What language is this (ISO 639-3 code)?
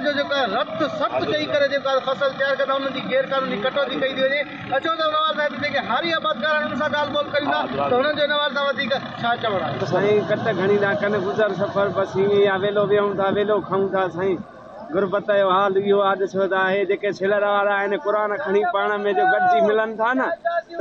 snd